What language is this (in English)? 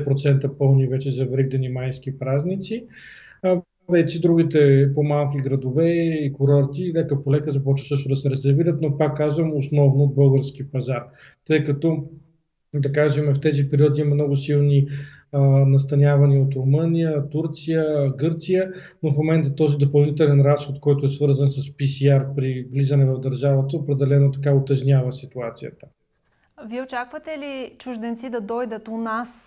Bulgarian